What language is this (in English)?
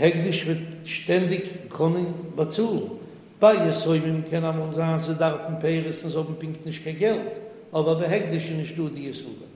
Yiddish